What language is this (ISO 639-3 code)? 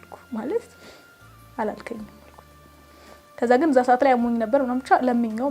amh